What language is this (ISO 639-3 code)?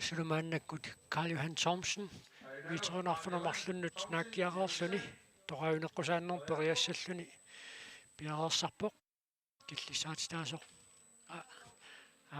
kal